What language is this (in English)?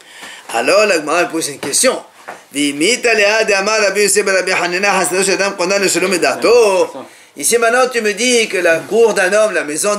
French